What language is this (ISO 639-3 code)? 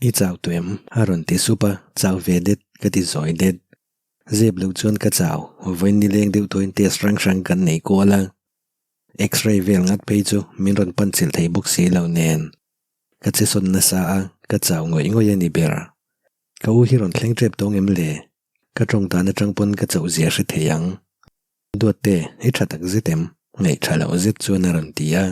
lus